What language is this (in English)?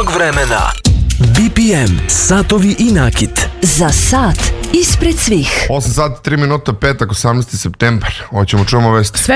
Serbian